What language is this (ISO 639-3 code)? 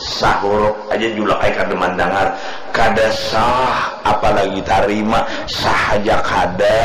bjn